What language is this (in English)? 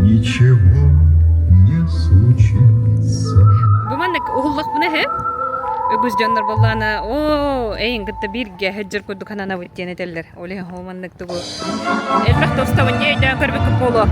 Yakut